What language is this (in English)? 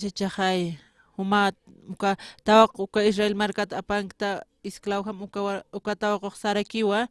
Aymara